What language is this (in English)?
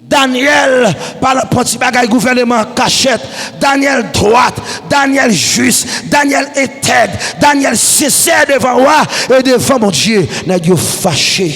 Haitian Creole